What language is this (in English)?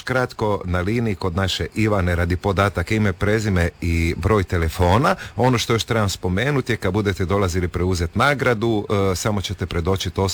Croatian